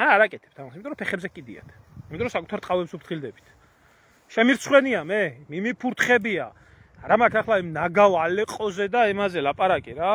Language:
Georgian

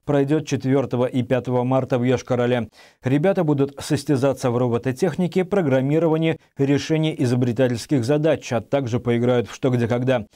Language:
Russian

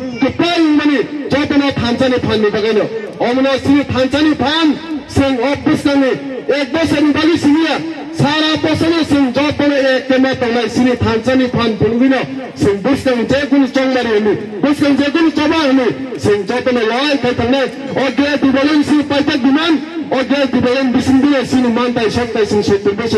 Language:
Kok Borok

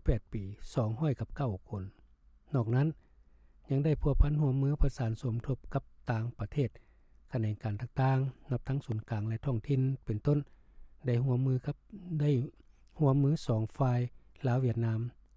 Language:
Lao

